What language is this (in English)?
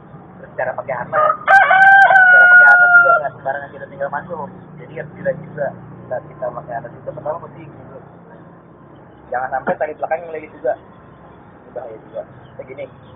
Indonesian